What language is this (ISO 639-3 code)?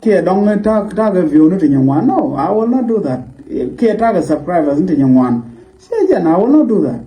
nus